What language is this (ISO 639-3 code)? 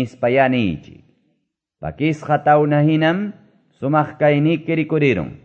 que